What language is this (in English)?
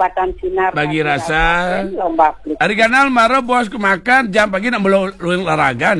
Balinese